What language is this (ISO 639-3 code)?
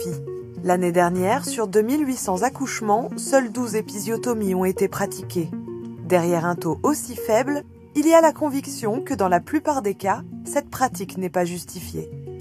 fra